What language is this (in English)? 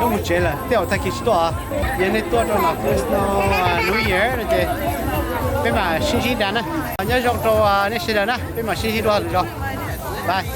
Hmong